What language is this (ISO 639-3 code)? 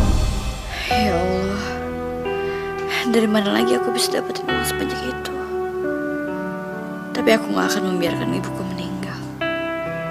ind